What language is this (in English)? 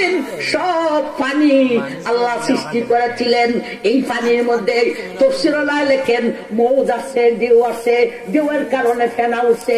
Bangla